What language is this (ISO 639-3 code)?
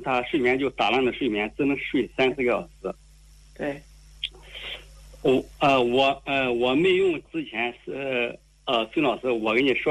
zho